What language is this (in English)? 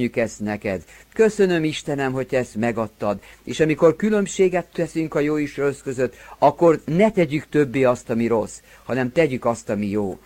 Hungarian